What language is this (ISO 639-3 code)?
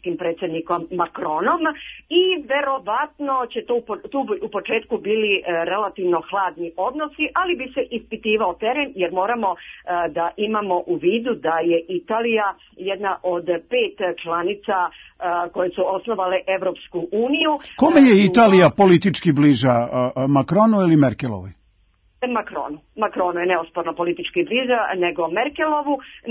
srp